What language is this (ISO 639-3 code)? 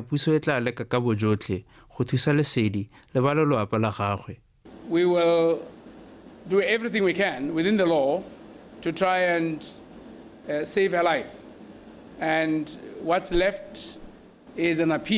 tsn